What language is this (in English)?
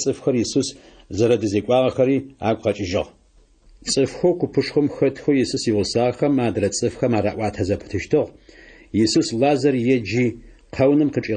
Adyghe